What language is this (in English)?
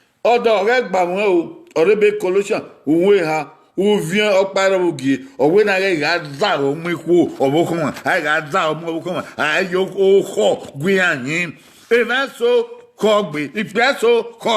Bini